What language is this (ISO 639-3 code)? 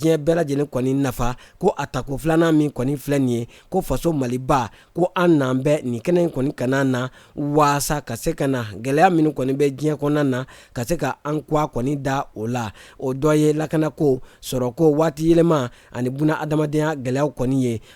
bam